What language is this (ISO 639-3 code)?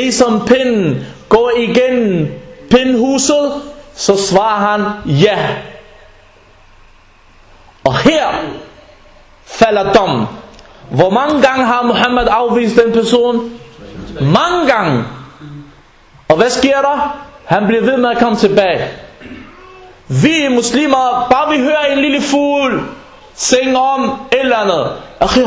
dan